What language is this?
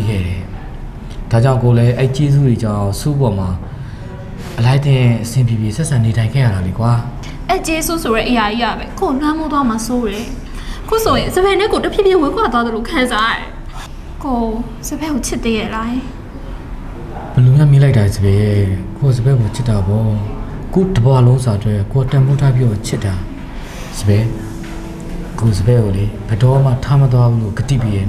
Burmese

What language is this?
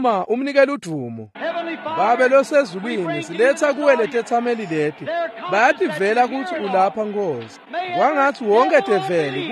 Swati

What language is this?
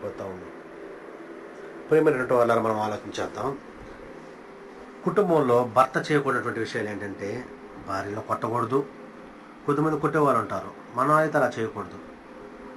Telugu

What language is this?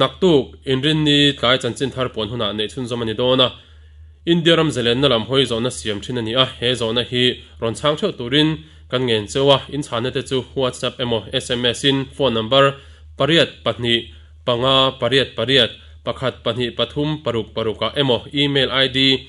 Mizo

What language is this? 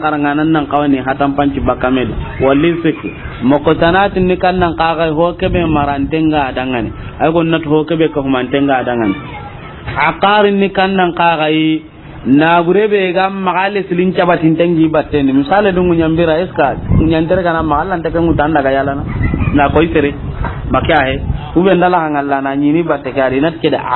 Soninke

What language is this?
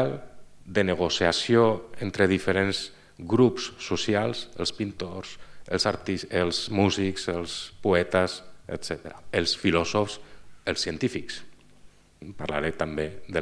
Catalan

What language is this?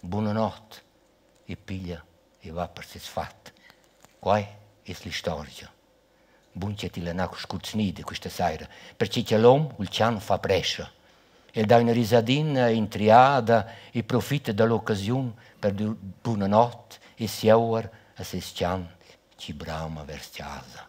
Romansh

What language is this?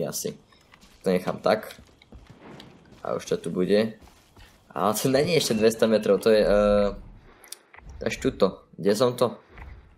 Slovak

